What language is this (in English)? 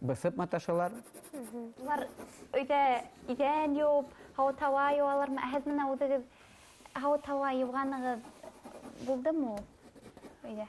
Bashkir